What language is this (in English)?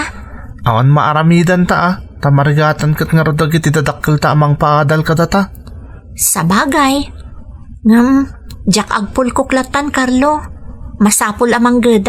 Iloko